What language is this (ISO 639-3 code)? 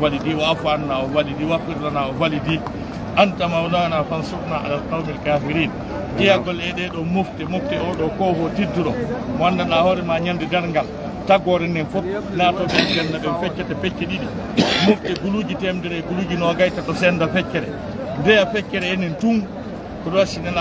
fuf